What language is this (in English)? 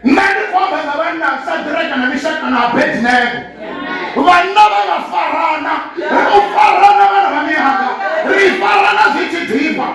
Venda